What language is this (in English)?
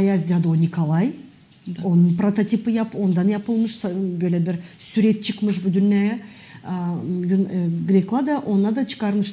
Gagauz